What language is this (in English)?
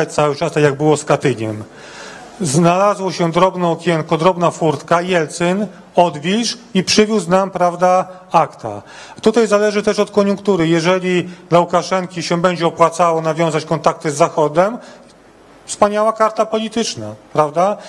Polish